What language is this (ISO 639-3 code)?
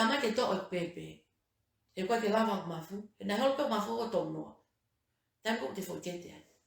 ton